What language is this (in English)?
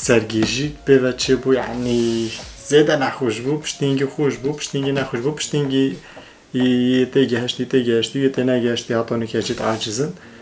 Kurdish